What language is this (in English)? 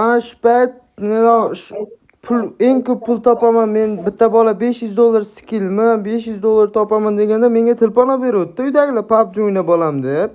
Uzbek